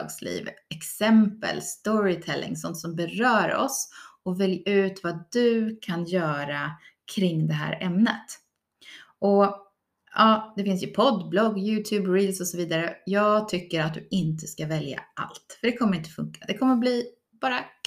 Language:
Swedish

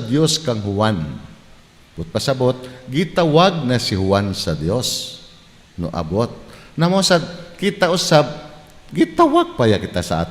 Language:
Cebuano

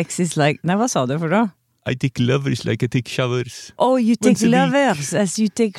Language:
Norwegian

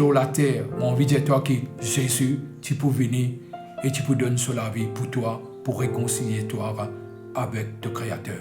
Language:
Morisyen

